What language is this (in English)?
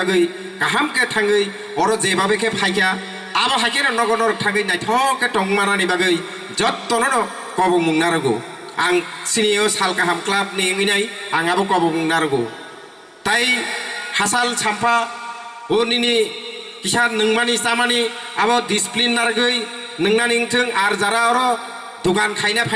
Kok Borok